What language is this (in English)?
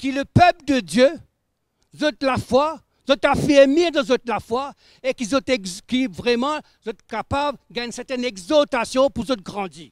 Morisyen